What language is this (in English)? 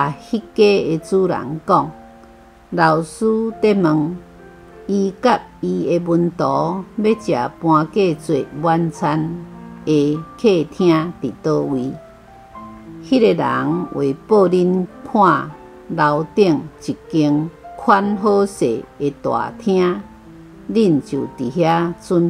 Min Nan Chinese